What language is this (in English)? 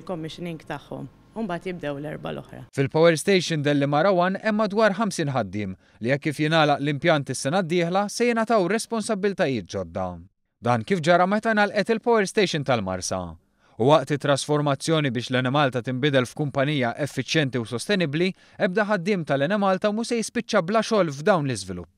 Maltese